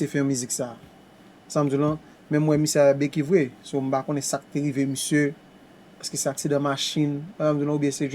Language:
Haitian Creole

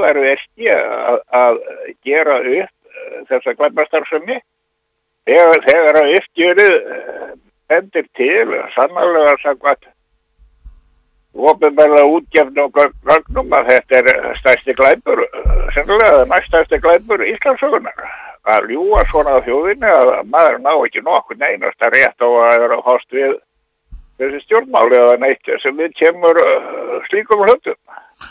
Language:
Icelandic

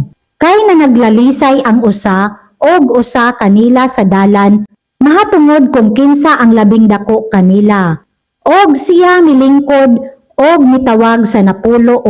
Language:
Cebuano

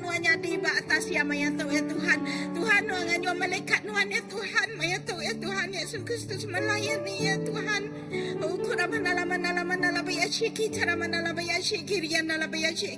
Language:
Iban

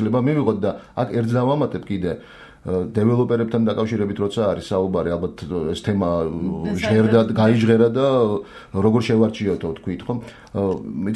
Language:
Georgian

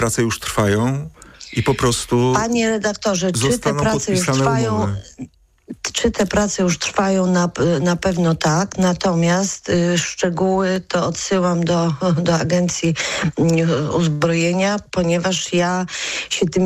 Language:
Polish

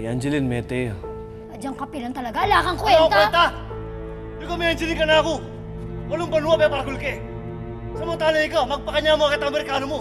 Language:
Pampanga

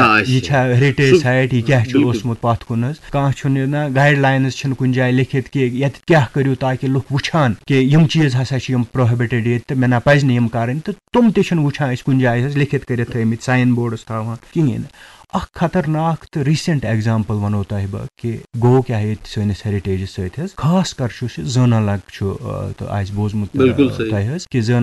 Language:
Kashmiri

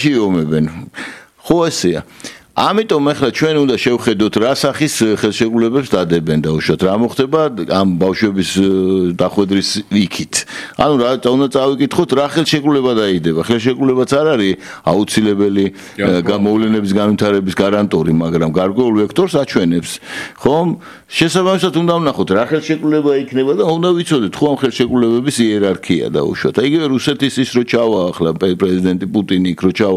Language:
Georgian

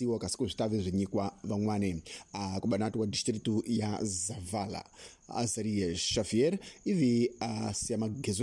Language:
Tsonga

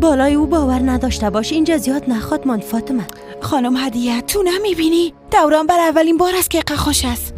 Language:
Persian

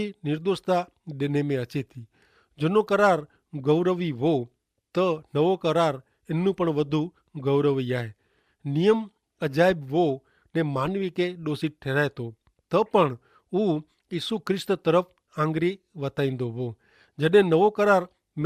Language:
Kachhi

